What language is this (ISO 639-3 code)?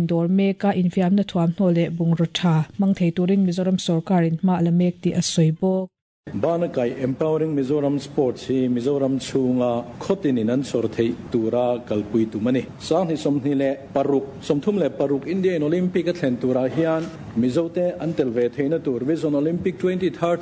lus